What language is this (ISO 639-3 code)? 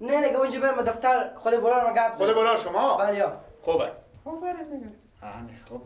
fas